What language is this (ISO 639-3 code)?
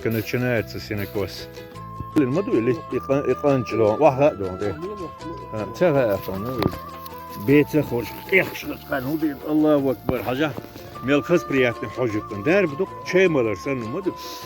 che